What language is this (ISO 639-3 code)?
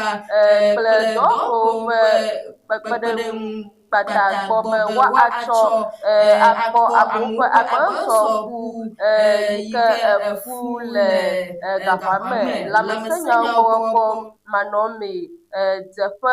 ewe